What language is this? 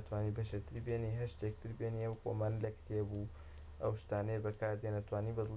Central Kurdish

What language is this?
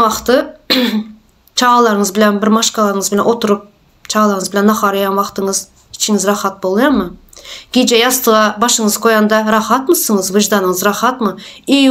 Turkmen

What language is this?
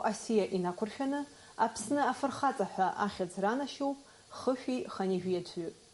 Abkhazian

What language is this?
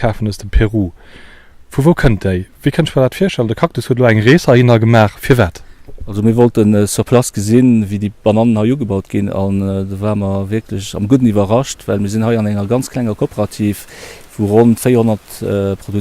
Luxembourgish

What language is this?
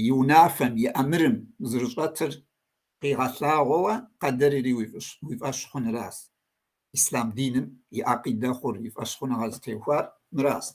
Kabardian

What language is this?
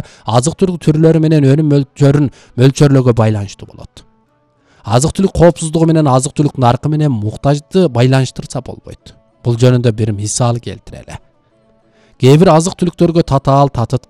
Kyrgyz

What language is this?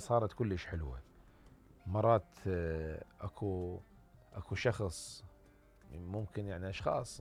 Mesopotamian Arabic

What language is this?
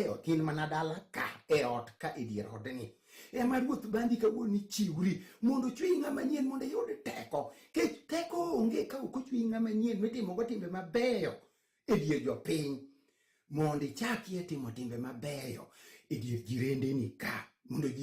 Luo (Kenya and Tanzania)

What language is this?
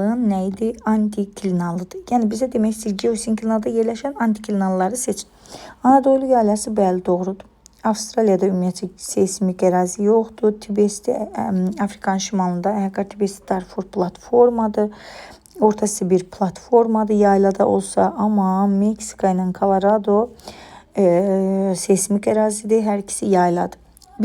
Azerbaijani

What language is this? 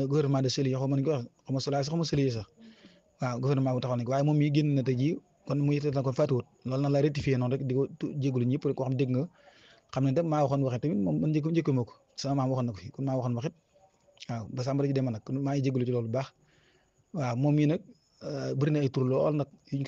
Wolof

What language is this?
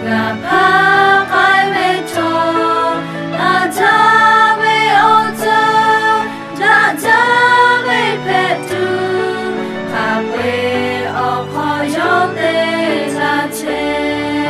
Lahu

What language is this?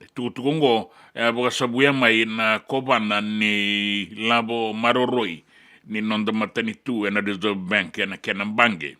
Fijian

